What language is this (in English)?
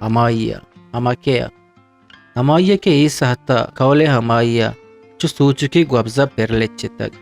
Eastern Balochi